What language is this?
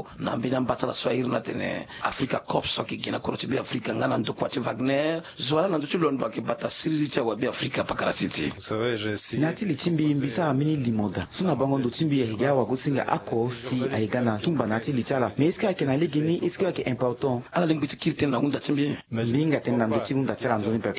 Sango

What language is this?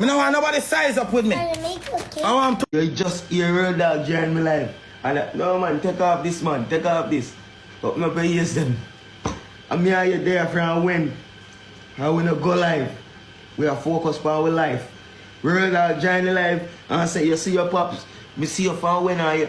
Jamaican Creole English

